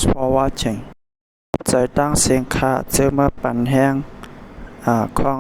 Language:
Shan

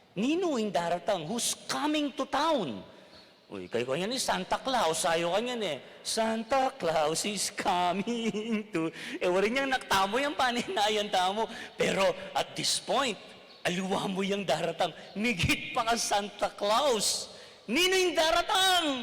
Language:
Pampanga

